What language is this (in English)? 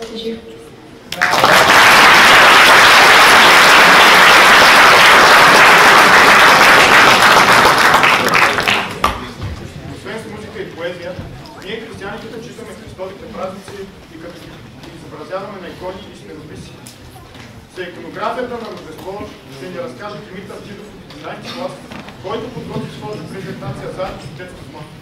Bulgarian